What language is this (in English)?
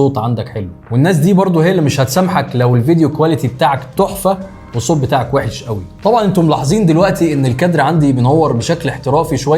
Egyptian Arabic